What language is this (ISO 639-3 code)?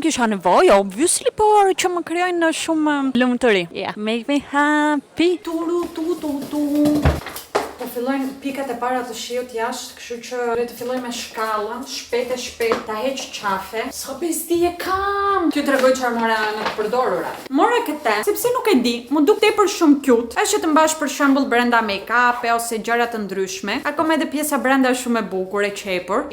sqi